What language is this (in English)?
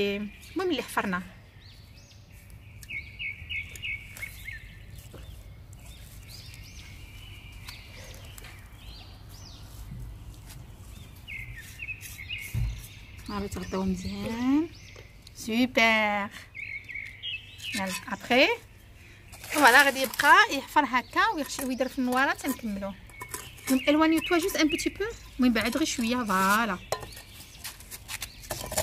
Moroccan Arabic